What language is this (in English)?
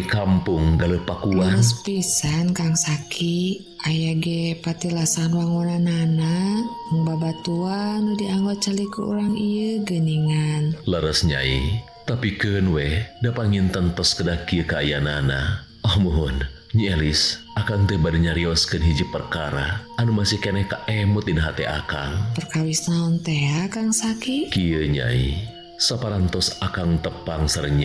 Sundanese